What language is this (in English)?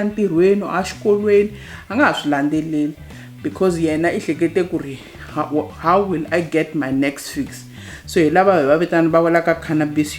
Tsonga